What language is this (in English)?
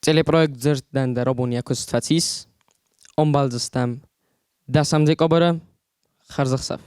Ossetic